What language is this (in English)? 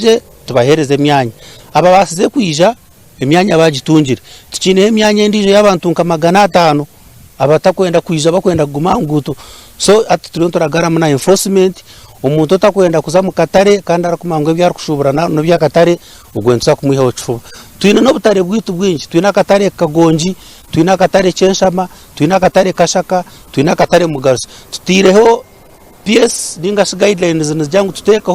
Nyankole